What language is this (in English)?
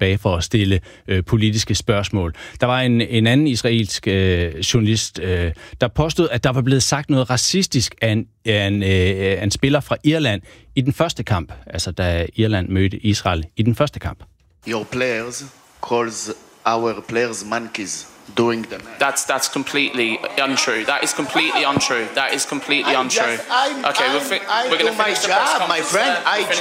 Danish